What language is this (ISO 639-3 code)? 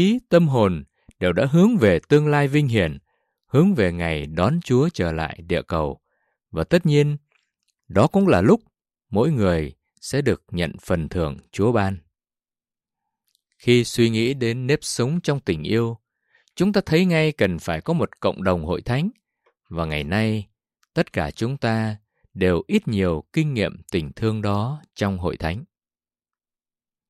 vie